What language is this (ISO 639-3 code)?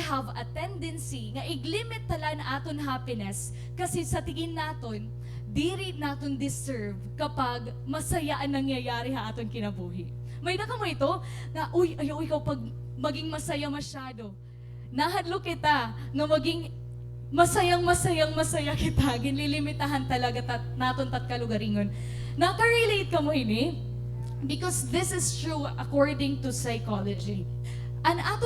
war